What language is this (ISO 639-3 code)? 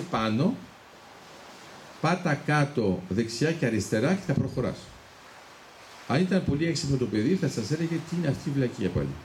ell